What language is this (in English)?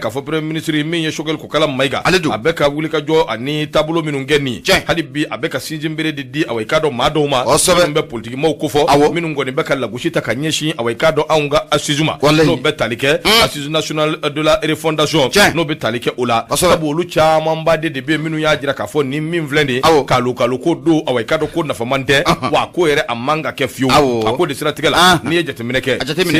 Bambara